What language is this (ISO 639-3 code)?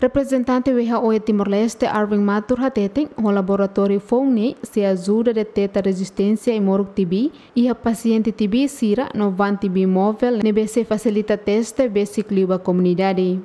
tet